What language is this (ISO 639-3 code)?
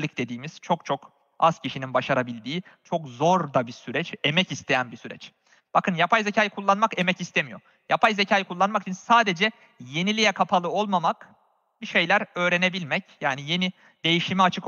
tur